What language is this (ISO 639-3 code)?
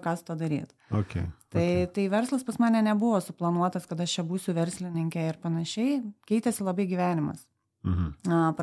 lit